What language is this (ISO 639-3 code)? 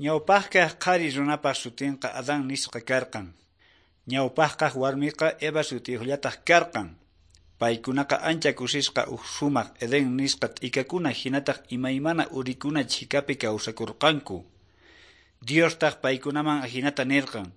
que